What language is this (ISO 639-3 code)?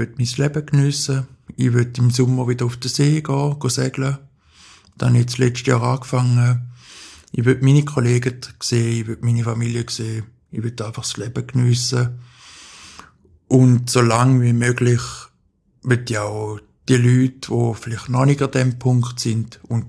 deu